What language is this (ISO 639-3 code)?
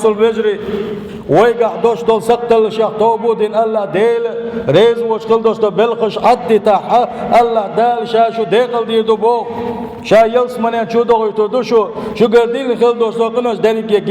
che